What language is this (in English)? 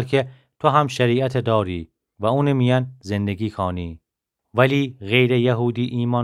Gilaki